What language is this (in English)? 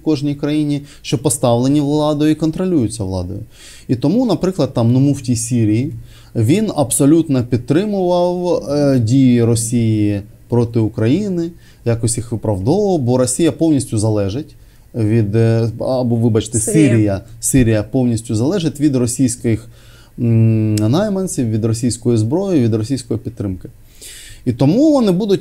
Ukrainian